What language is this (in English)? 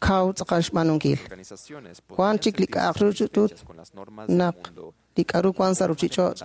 Kekchí